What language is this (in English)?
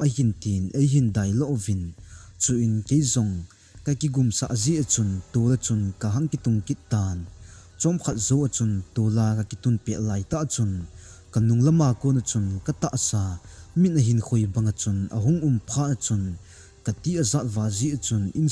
Thado Chin